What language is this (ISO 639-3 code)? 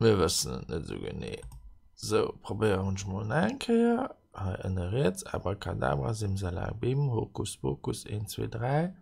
ltz